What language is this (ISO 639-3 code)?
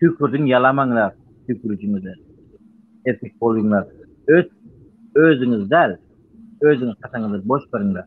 tuk